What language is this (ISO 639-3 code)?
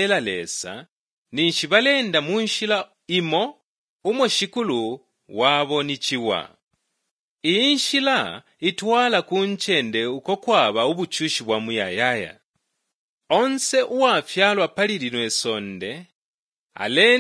bem